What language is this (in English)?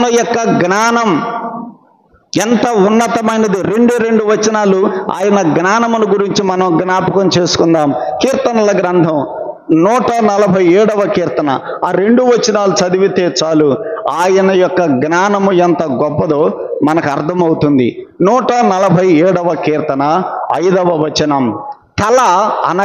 Telugu